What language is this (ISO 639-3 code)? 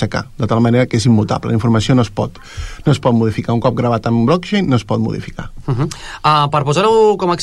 cat